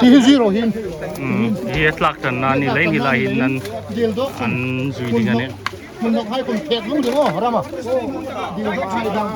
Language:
Hmar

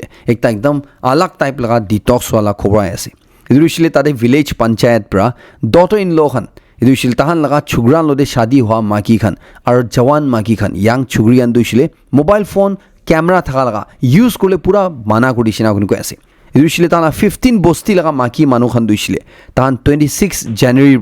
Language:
Naga Pidgin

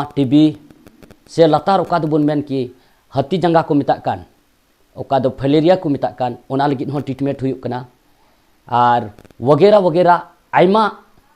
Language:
Santali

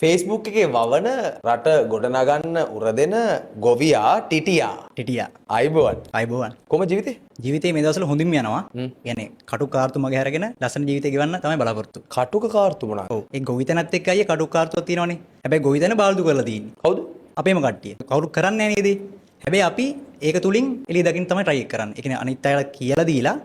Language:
Sinhala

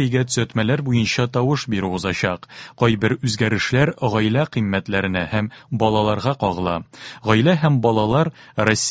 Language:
Tatar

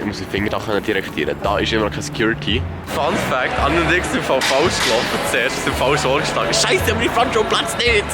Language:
Swiss German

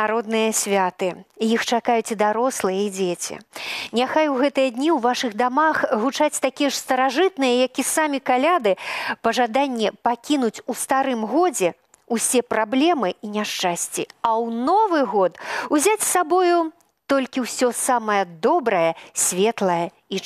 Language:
Belarusian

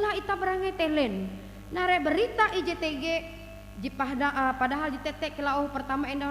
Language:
Ngaju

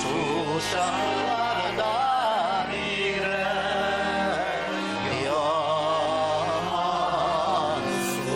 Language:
Tatar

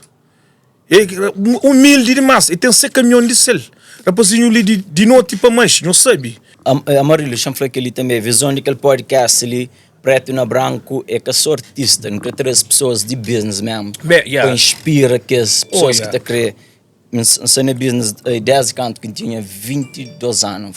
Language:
Kabuverdianu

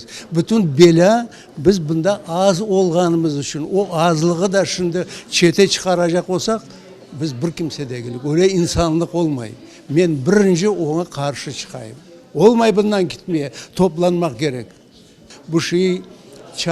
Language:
Crimean Tatar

